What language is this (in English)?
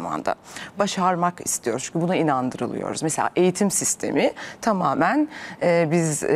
Turkish